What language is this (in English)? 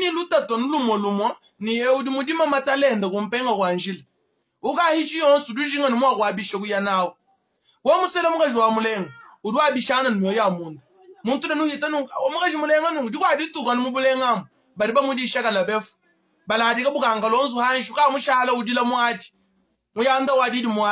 Luba-Lulua